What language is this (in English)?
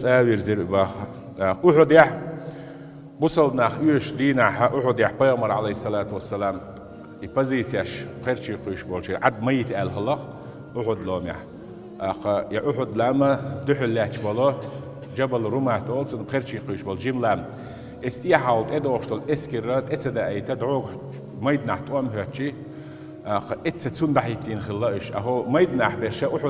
Chechen